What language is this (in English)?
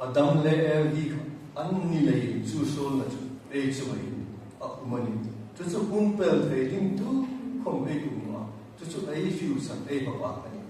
Hmar